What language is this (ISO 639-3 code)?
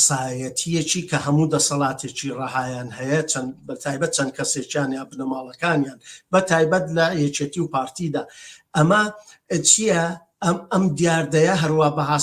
ckb